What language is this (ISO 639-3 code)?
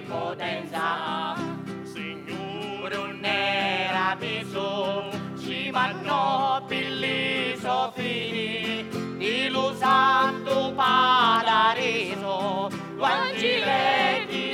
scn